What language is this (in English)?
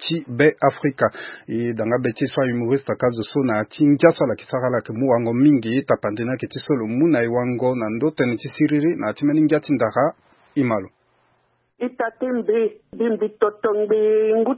Sango